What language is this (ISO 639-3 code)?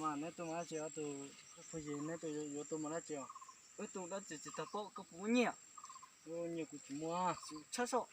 hmn